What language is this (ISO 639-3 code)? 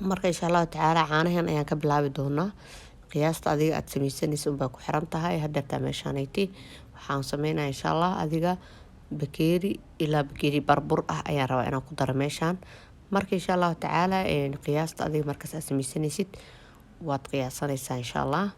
som